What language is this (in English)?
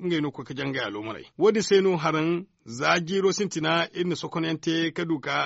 Zarma